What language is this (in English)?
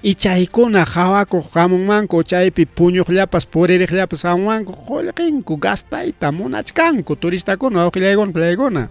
Ayacucho Quechua